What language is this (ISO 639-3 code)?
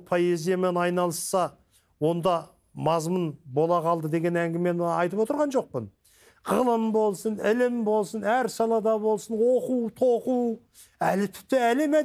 kaz